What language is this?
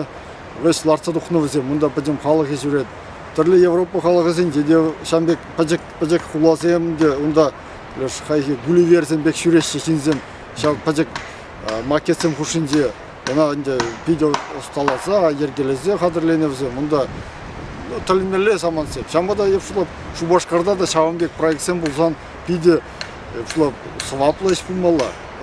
Chuvash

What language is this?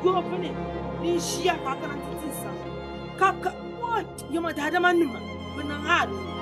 Dagbani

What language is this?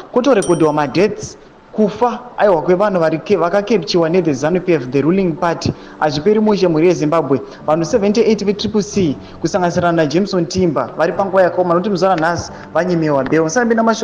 Shona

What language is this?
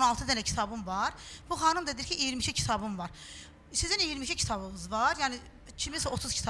Azerbaijani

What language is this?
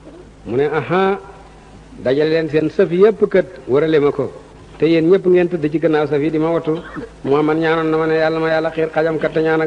Wolof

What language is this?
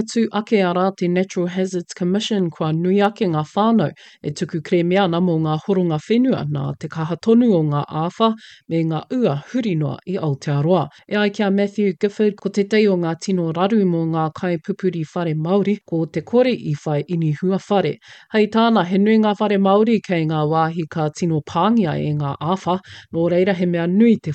Māori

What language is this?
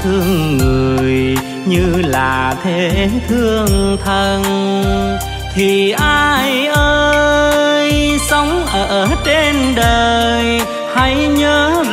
Vietnamese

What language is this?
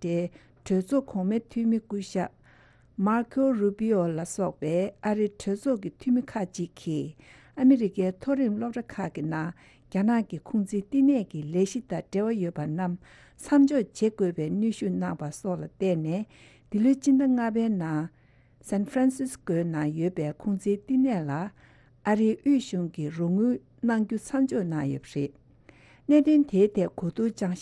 Tibetan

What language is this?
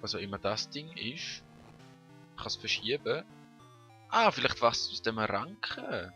Swiss German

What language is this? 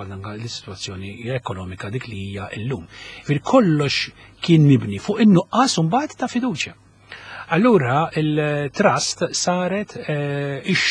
Maltese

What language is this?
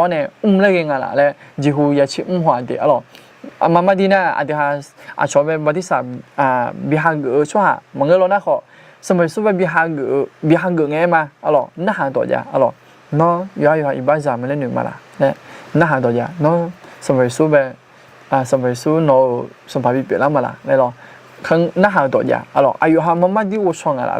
Akha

